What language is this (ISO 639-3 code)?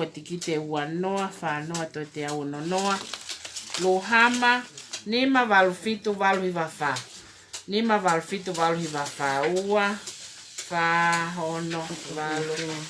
ton